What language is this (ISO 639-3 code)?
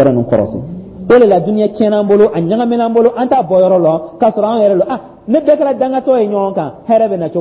dyu